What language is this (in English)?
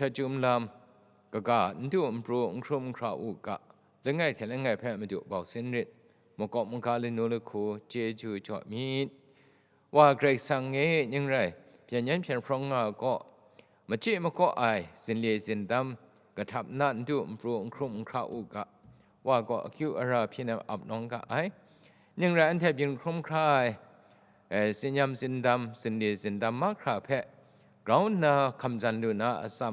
Kachin